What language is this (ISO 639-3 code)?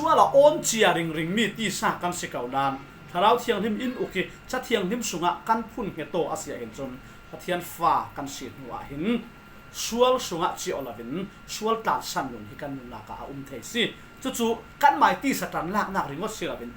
cfm